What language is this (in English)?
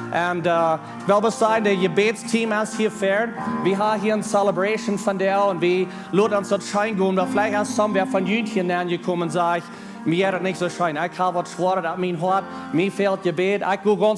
Plautdietsch